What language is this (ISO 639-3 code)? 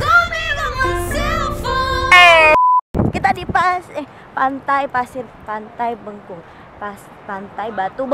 ind